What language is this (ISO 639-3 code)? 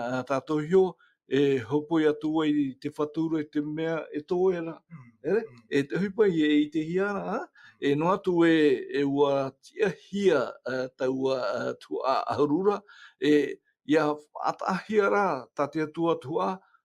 tah